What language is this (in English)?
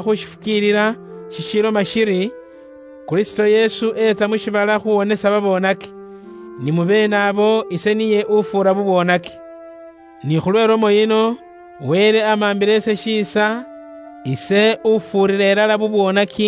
Luyia